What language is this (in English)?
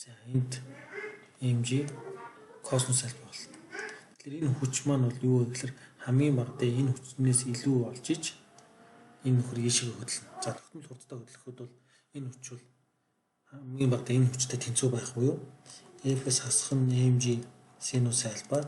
Mongolian